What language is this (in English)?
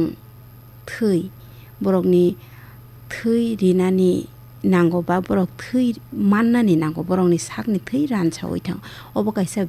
Kok Borok